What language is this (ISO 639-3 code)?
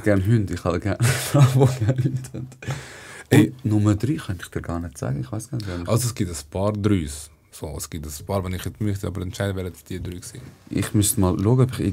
gsw